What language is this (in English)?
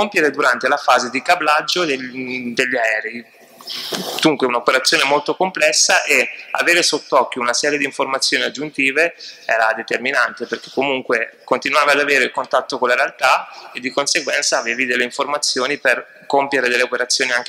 Italian